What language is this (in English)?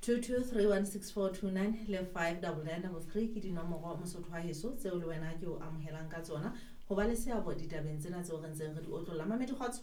Southern Sotho